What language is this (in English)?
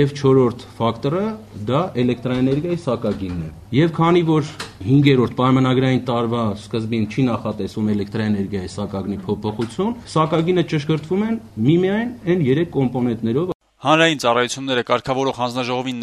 Armenian